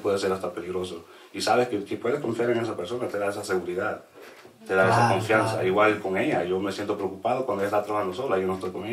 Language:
Spanish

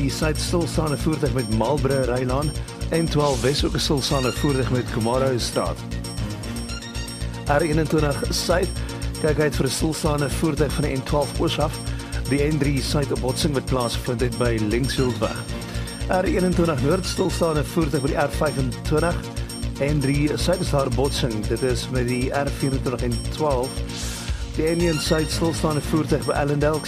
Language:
Afrikaans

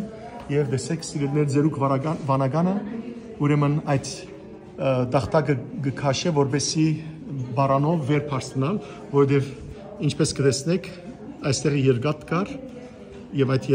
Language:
Western Armenian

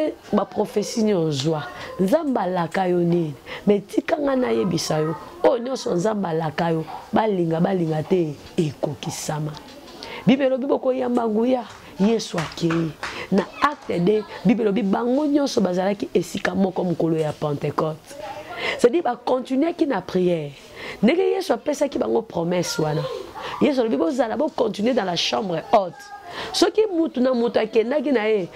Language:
Lingala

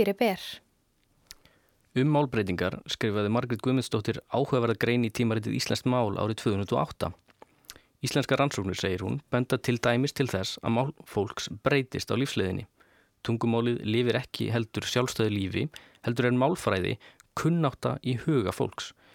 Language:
Icelandic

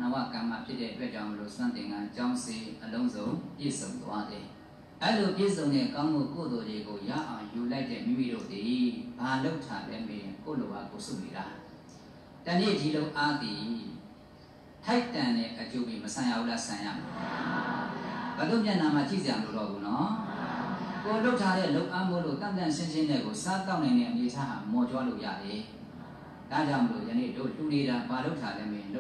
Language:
Burmese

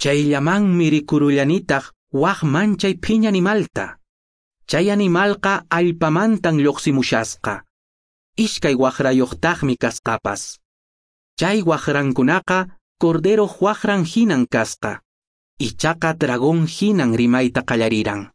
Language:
Quechua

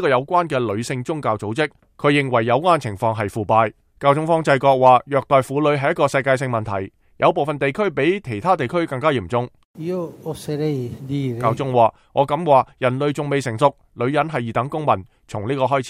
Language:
Cantonese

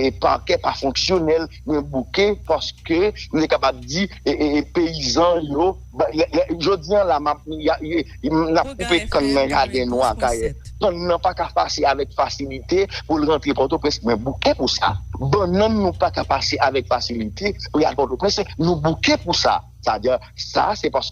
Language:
Haitian Creole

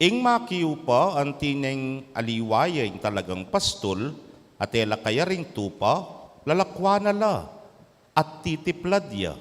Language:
Pampanga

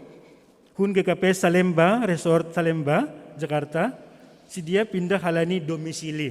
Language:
Batak Simalungun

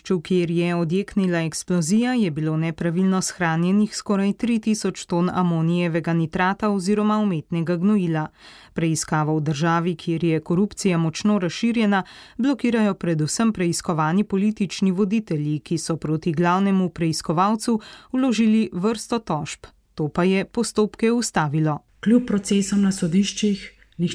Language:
Slovenian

